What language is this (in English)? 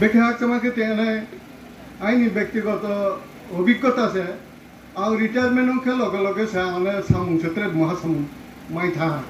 Riang (India)